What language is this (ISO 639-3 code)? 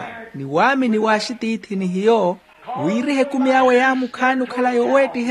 vmw